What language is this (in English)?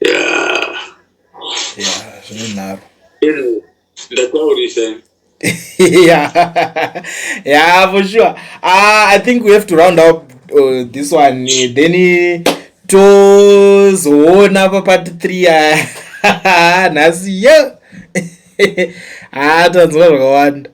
Shona